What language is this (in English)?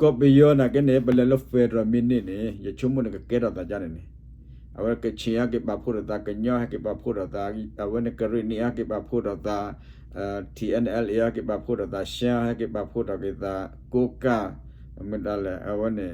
S'gaw Karen